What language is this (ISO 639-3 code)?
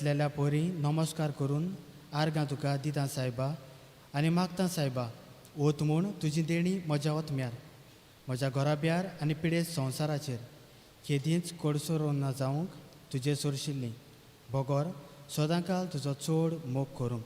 kok